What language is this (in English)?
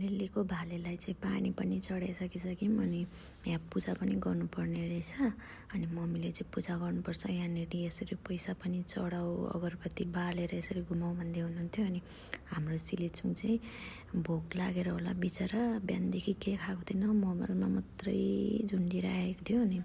Nepali